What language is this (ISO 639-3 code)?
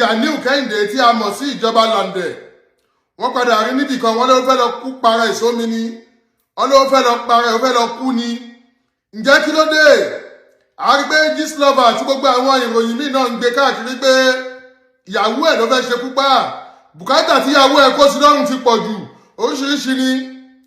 yor